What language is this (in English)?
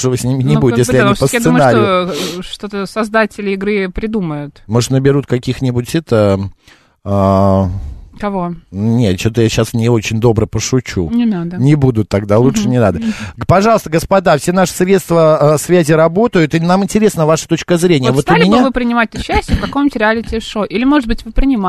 Russian